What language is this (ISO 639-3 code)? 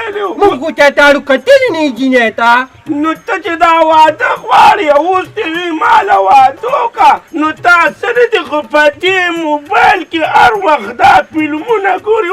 pus